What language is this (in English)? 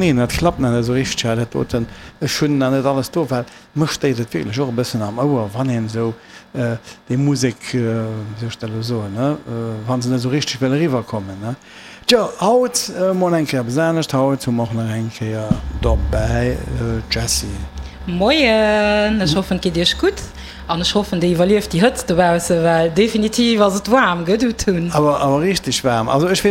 Luxembourgish